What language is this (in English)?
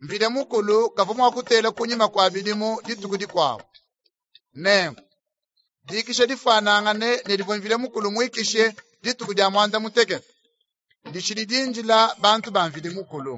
Luba-Lulua